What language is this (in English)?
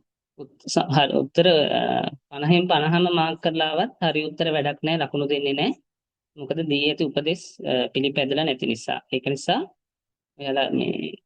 Sinhala